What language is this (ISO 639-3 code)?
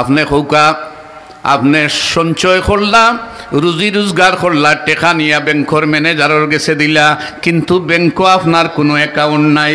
syl